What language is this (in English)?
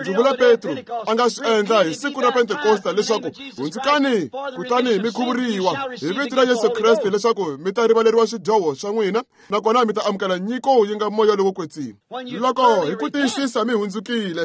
Tsonga